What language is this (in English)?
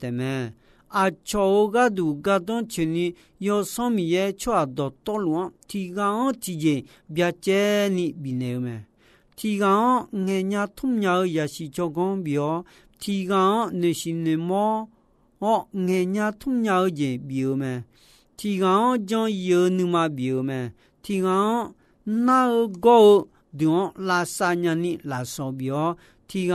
Akha